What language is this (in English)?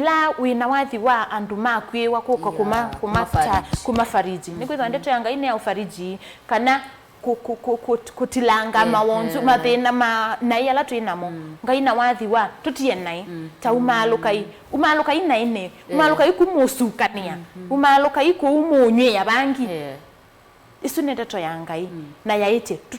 Kamba